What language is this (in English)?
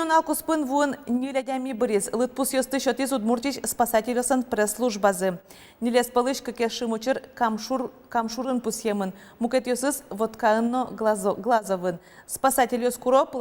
Udmurt